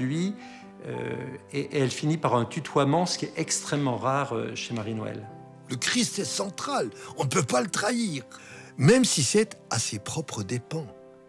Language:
French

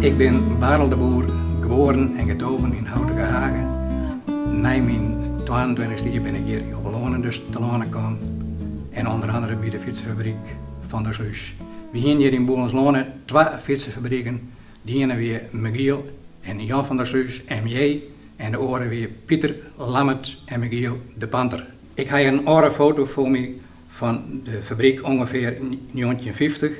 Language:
Western Frisian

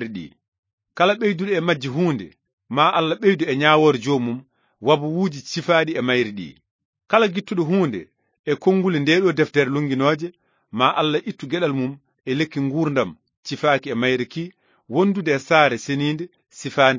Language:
Fula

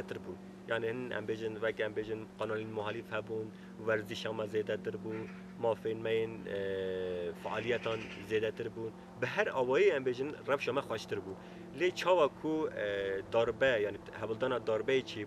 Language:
Kurdish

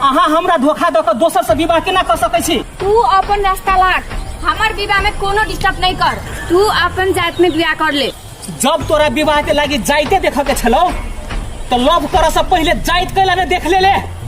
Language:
Maithili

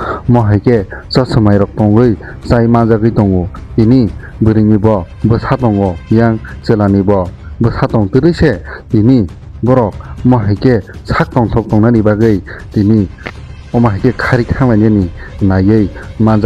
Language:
Kok Borok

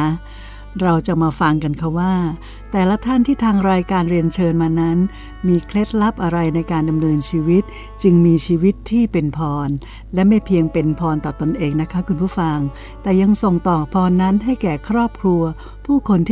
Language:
Thai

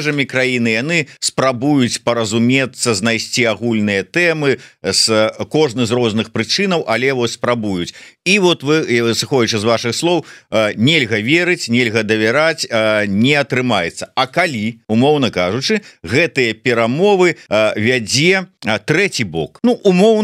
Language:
Belarusian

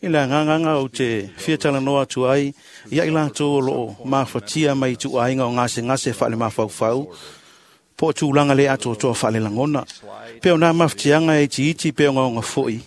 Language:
Samoan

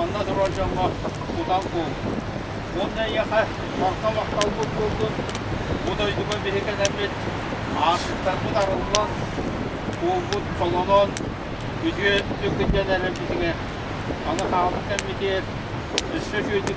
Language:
Yakut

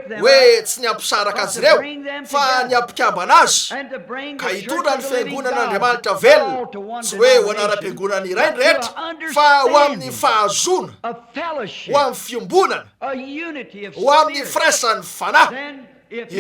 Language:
Malagasy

